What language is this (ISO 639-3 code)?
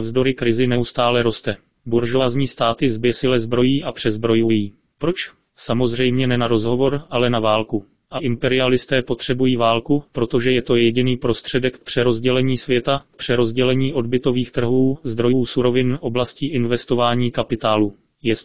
ces